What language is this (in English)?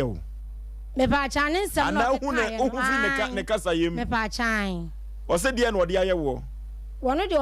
Akan